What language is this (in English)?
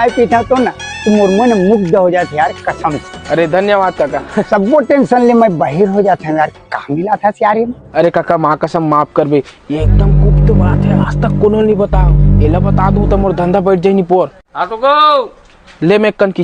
Chhattisgarhi